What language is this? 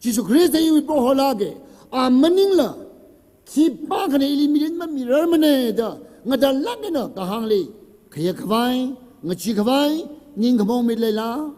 Tangkhul Naga (India)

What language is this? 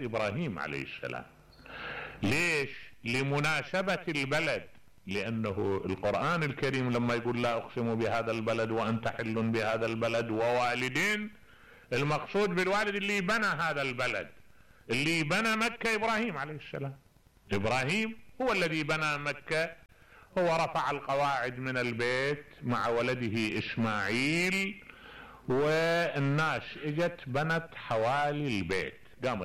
Mesopotamian Arabic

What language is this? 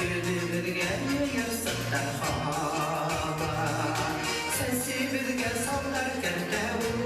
Bashkir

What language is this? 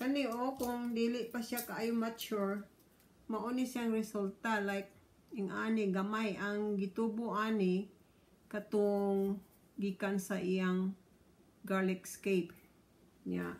Cebuano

